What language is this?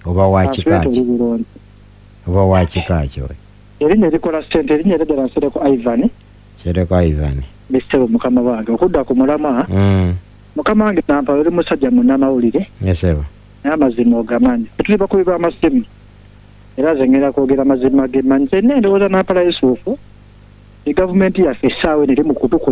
Ganda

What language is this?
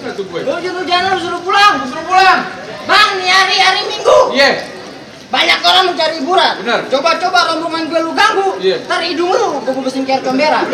Betawi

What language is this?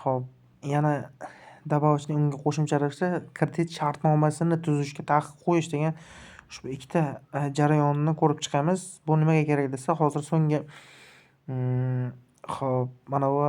Uzbek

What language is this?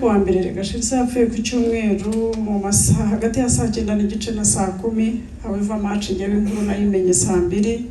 Kinyarwanda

